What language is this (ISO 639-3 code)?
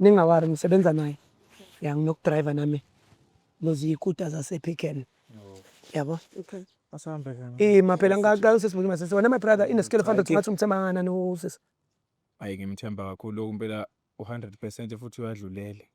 zul